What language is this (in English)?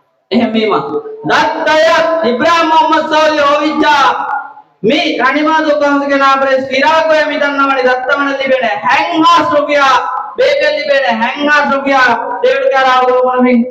Divehi